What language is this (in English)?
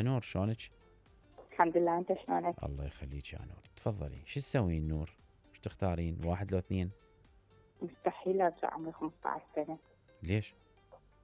Mesopotamian Arabic